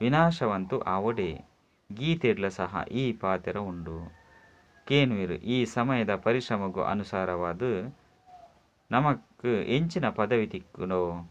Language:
Tulu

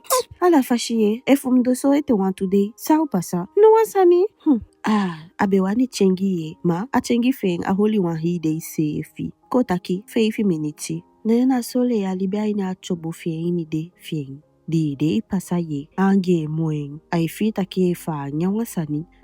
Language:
Eastern Maroon Creole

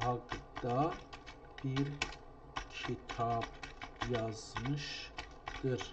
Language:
South Azerbaijani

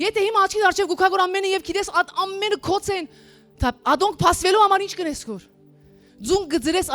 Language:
Western Armenian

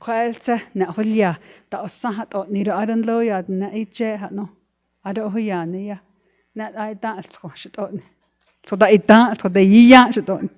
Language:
Navajo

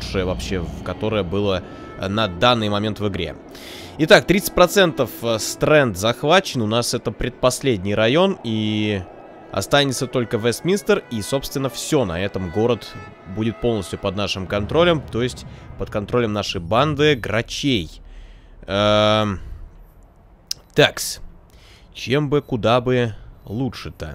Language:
Russian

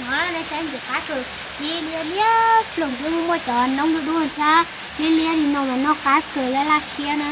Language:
Hmong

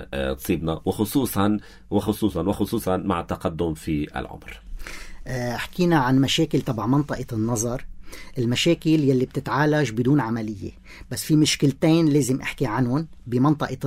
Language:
North Levantine Arabic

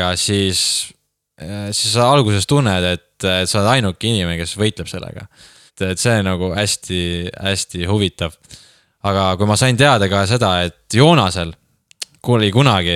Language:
Estonian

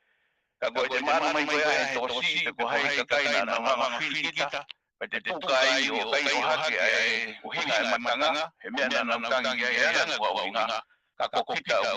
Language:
Tongan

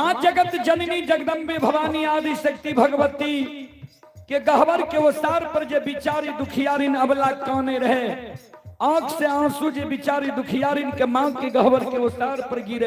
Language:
Maithili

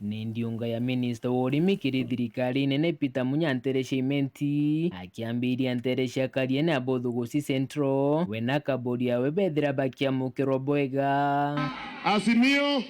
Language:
Meru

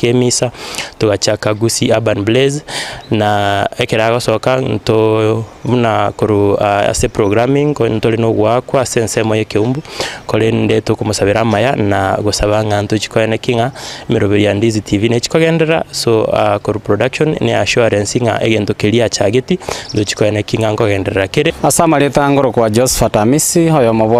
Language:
Gusii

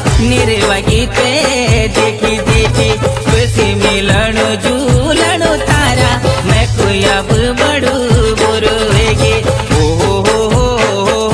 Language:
Bhojpuri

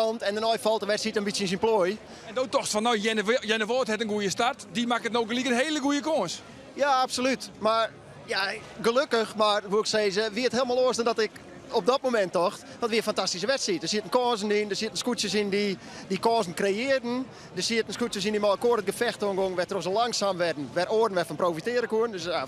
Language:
Western Frisian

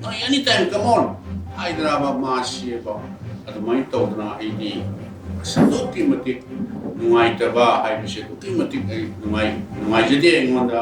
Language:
Manipuri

